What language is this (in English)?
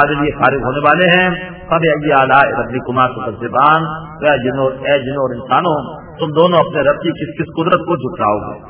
Urdu